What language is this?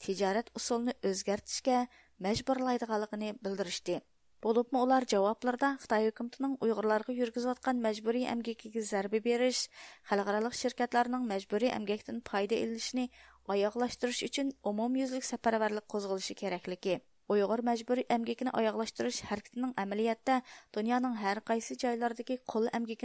Uyghur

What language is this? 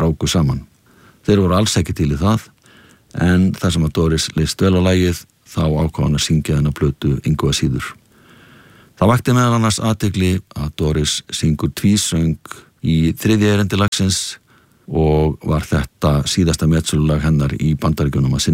Icelandic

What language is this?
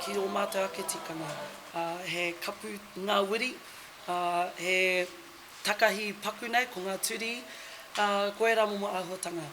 Māori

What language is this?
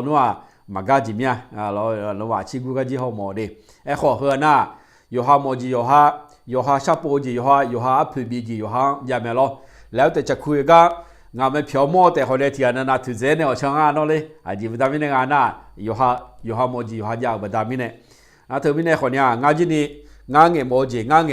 Akha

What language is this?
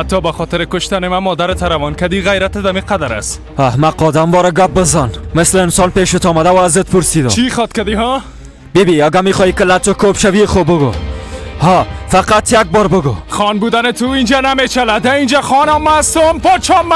Persian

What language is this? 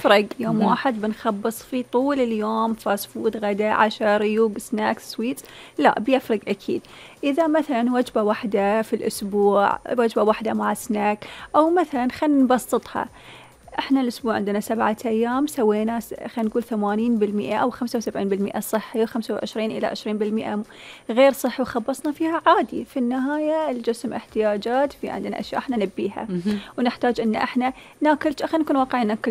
Gulf Arabic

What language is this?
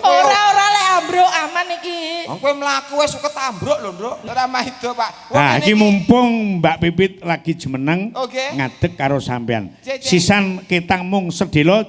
Javanese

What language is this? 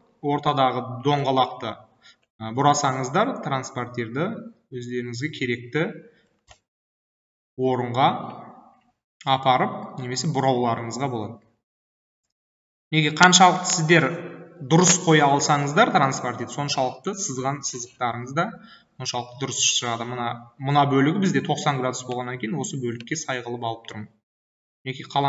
Kazakh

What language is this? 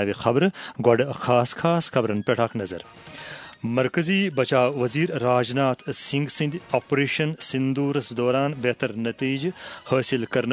Kashmiri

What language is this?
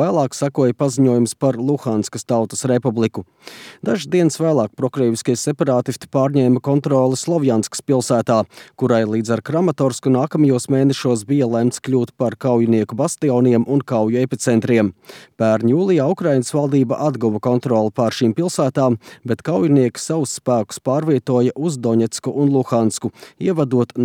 Latvian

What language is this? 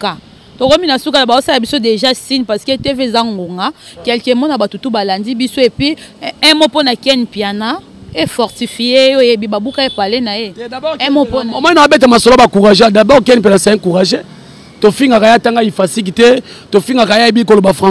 Lingala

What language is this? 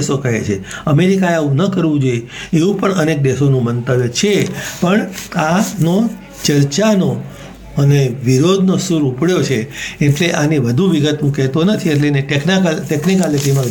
Gujarati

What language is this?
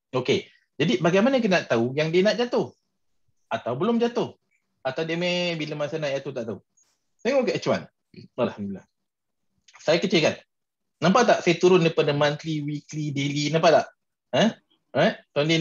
Malay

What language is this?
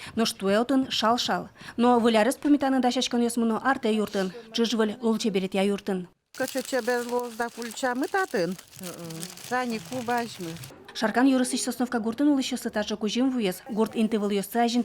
Udmurt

